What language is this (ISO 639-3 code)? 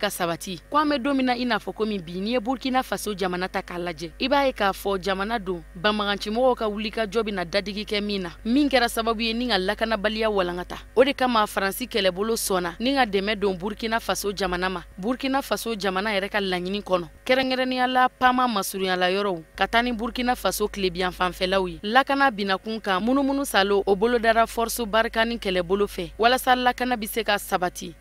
bam